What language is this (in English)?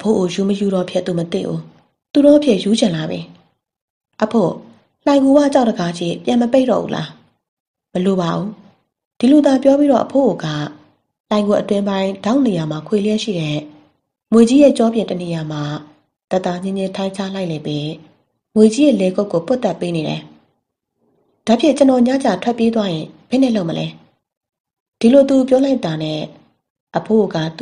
Burmese